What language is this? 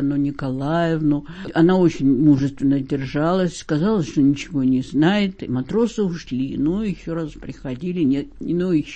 Russian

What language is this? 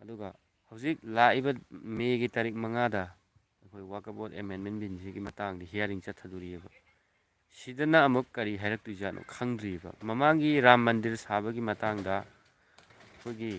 Manipuri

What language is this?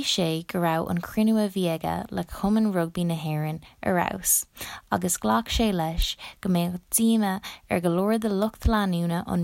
Irish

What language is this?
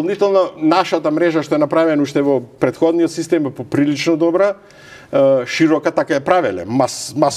Macedonian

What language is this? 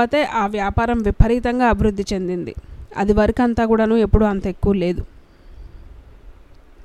Telugu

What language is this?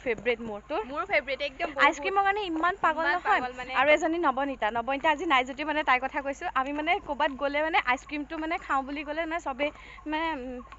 Assamese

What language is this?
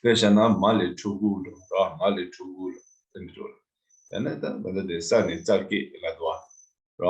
Tibetan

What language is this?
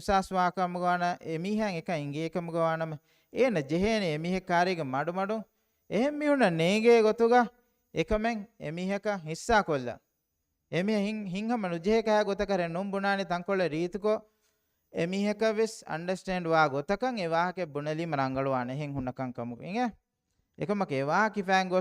Divehi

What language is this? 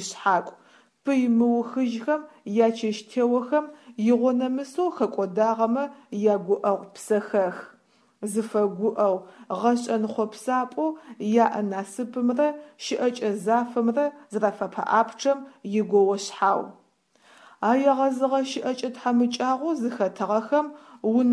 Adyghe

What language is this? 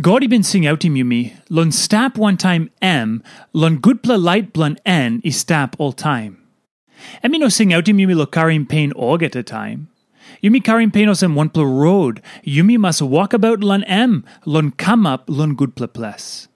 Tok Pisin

